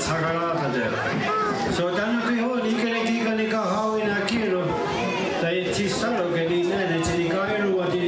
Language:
Mohawk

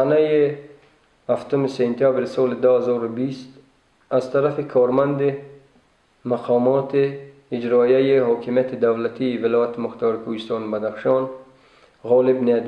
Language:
Tajik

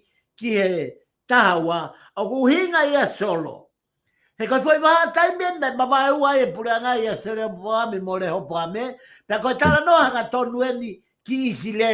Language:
Tongan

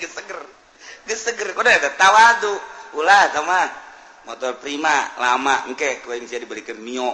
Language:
Sundanese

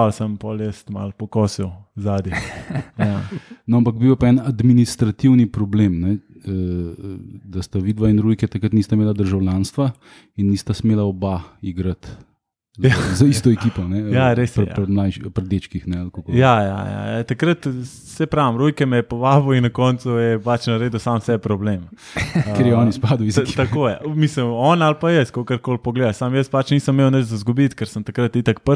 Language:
Slovenian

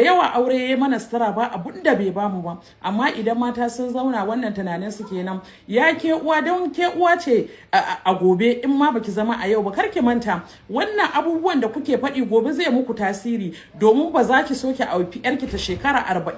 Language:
Hausa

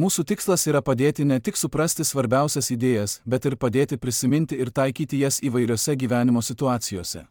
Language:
Lithuanian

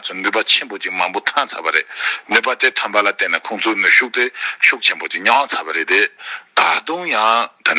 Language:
Tibetan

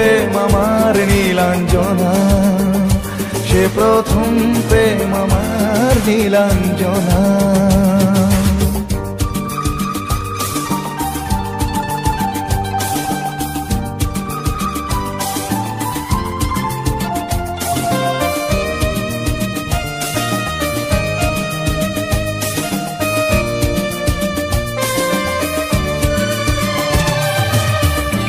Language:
Bangla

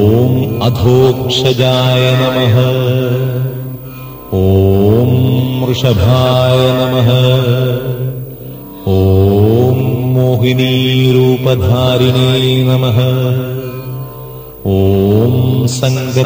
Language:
Sanskrit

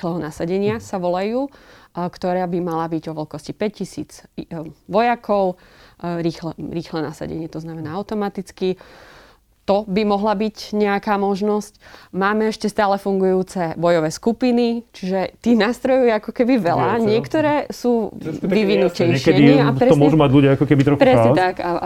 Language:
Slovak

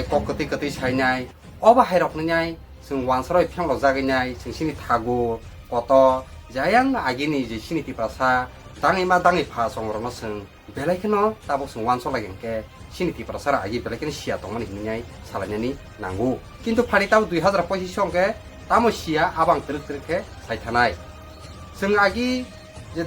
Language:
Kok Borok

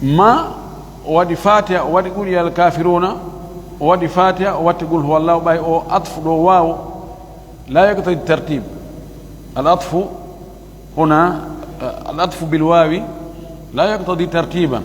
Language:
Fula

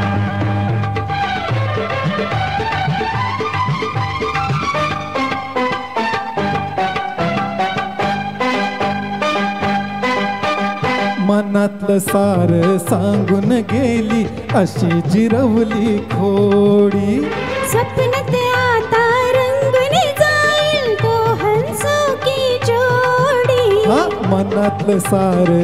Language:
Marathi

